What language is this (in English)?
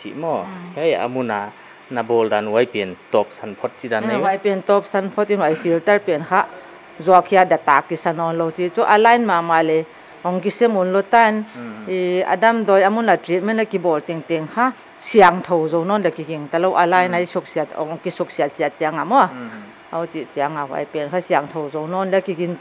Paite Chin